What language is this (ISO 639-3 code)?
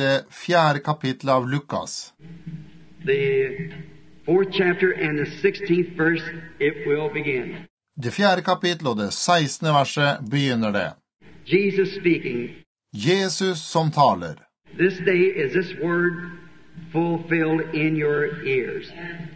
nor